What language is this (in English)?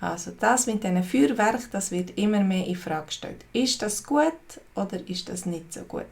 Swiss German